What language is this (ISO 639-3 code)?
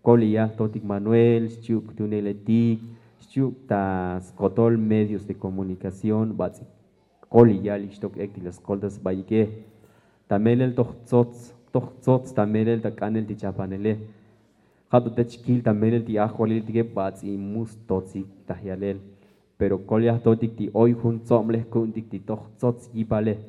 tzo